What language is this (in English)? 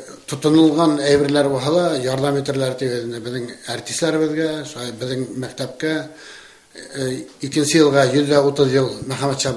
Bashkir